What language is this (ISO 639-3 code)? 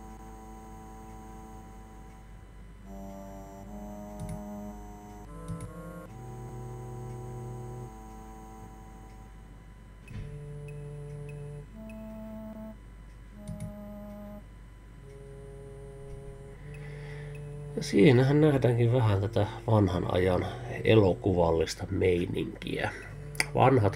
fin